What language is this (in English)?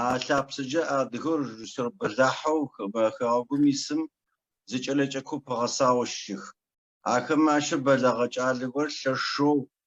Adyghe